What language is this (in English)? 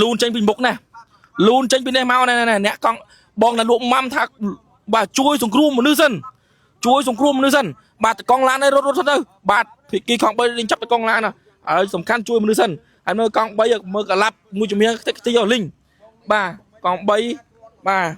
Khmer